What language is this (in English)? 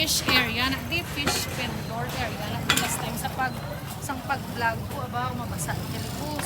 Hiligaynon